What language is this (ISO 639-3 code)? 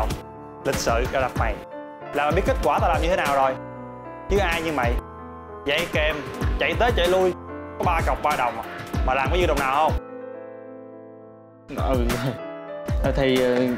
vie